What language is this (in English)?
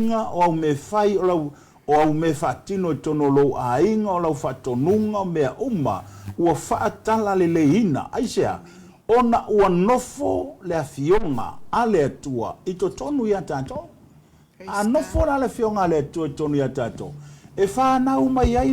Samoan